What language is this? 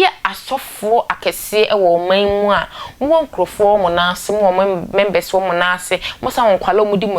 Akan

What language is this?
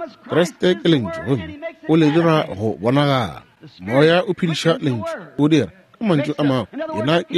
Northern Sotho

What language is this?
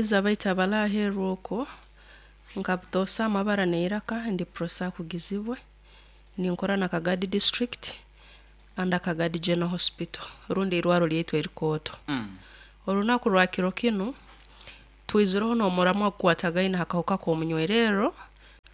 Nyoro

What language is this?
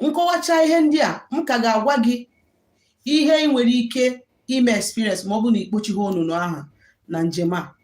Igbo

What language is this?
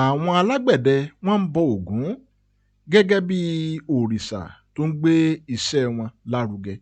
Yoruba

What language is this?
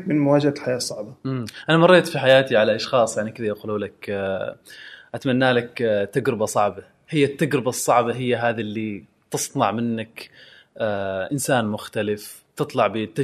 Gulf Arabic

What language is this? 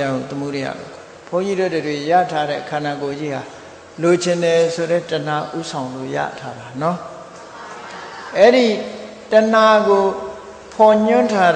Burmese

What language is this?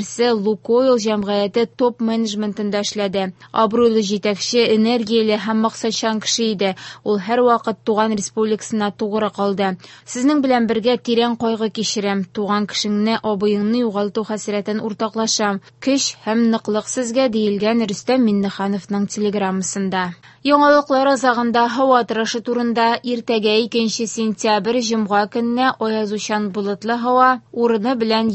Tatar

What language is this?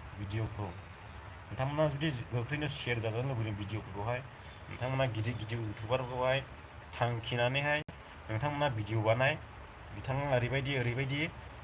Bodo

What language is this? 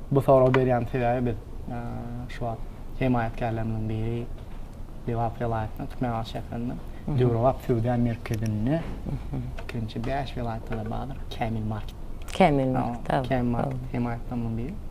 Turkmen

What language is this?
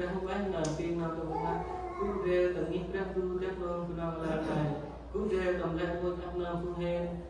Central Mnong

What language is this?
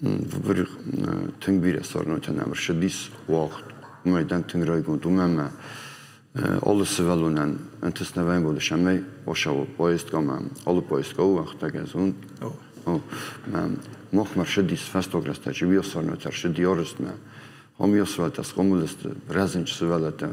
Ossetic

